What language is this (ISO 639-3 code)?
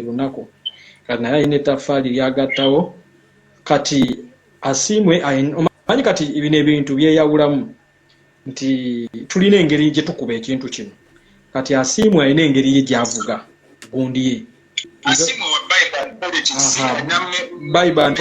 lug